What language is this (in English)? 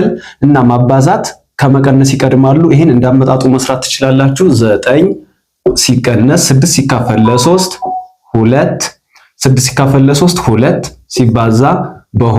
Amharic